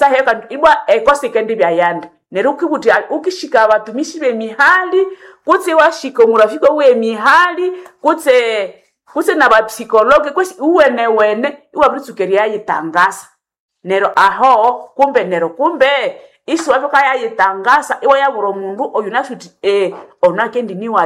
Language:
Nande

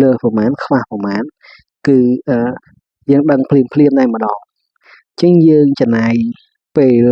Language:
Khmer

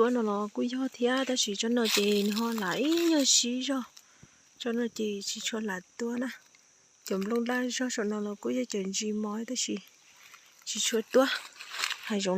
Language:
Hmong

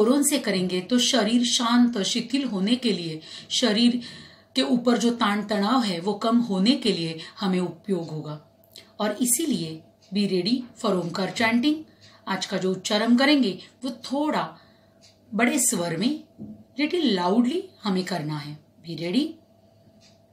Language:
Hindi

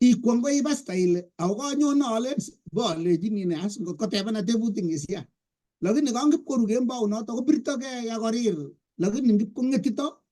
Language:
Kalenjin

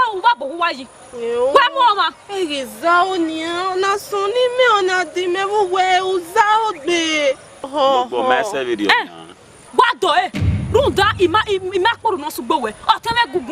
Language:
Bini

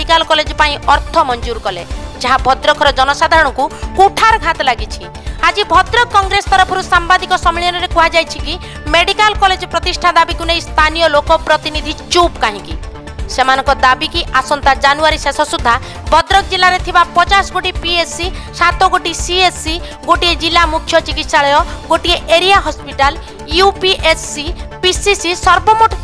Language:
Odia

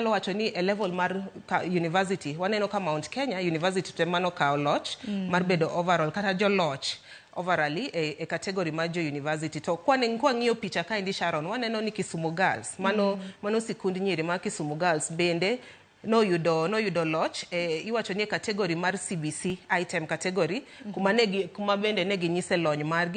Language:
Luo (Kenya and Tanzania)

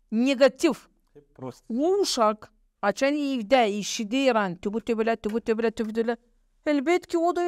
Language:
Gagauz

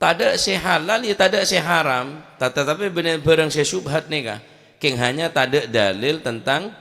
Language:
Madurese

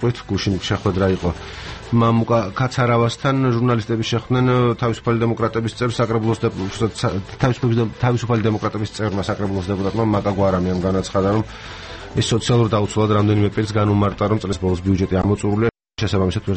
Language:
Georgian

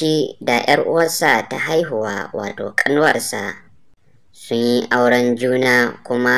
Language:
Hausa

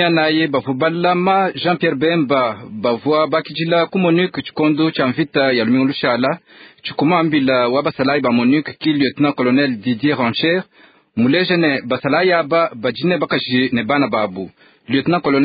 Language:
Luba-Lulua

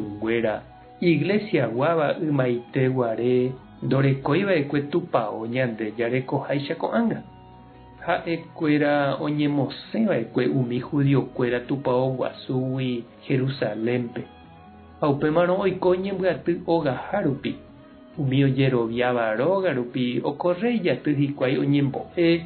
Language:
Guarani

